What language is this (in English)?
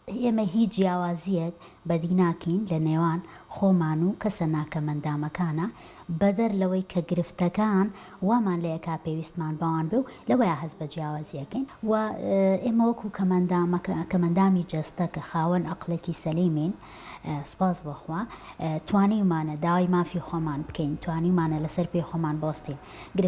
Central Kurdish